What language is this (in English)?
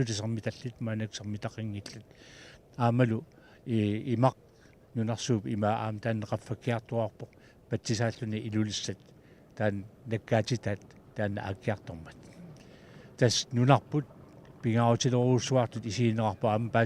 Kalaallisut